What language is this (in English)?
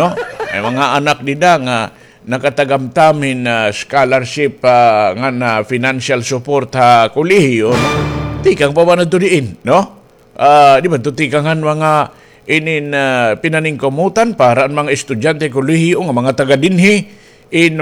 Waray